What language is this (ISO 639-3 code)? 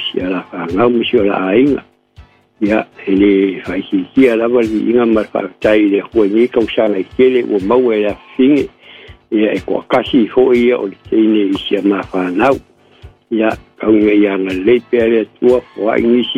smo